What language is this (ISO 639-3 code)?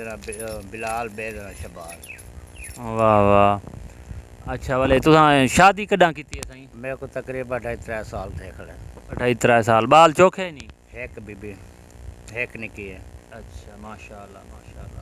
skr